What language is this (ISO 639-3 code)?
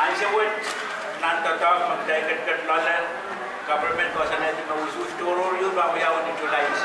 pon